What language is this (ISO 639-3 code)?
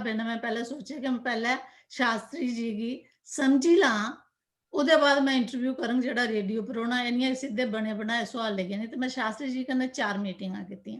doi